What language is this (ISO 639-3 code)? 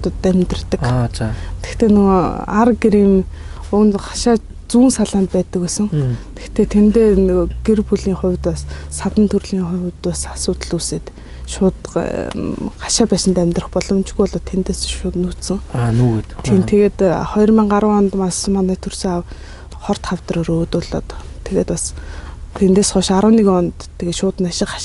mon